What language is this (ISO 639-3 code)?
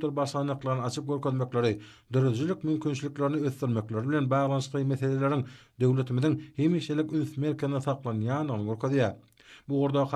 tuk